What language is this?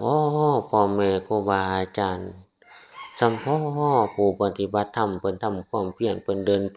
Northeastern Thai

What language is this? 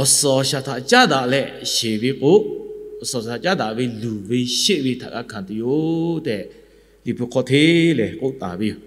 Lahu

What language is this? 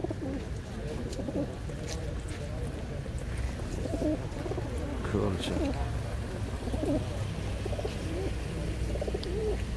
Polish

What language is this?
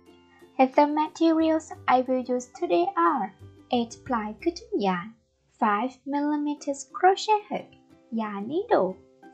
English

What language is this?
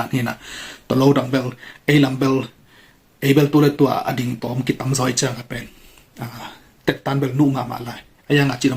Tedim Chin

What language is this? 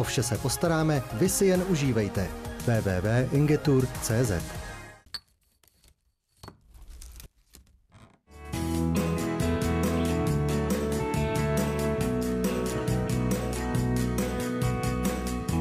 Czech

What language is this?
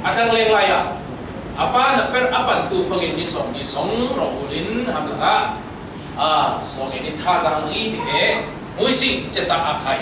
Falam Chin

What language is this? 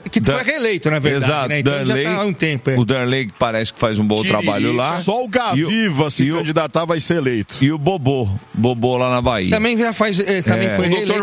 Portuguese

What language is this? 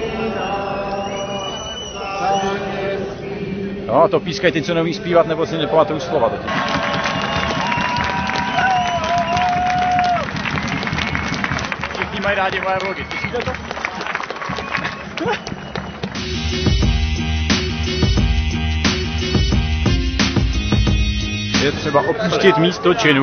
Czech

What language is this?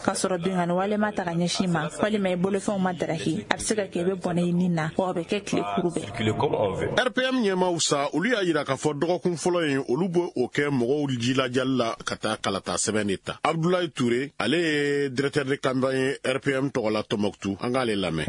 Bambara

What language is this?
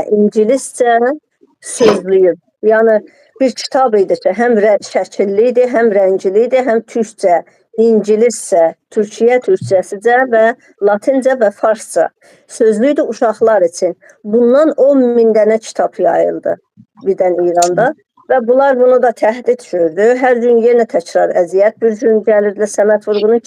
Azerbaijani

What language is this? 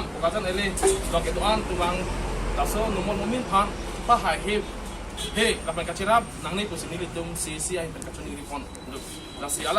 Karbi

